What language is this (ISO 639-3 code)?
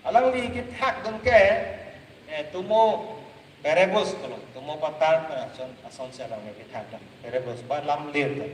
mjw